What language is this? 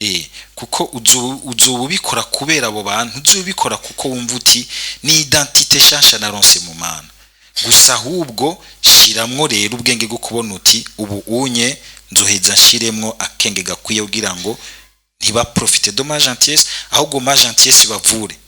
Rundi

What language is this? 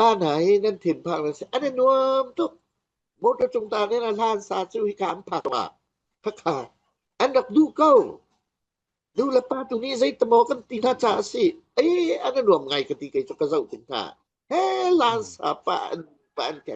Falam Chin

